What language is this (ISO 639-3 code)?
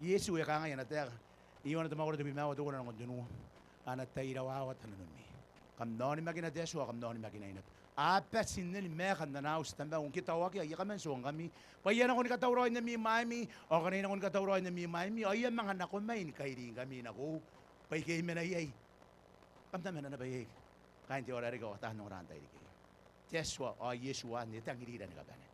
gil